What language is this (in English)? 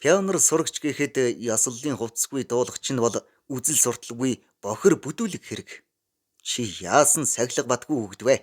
Mongolian